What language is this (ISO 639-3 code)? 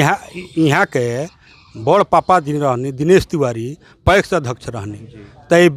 bho